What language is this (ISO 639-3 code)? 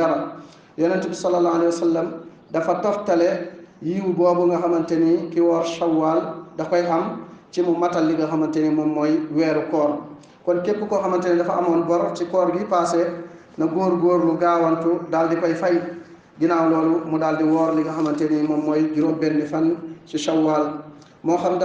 wol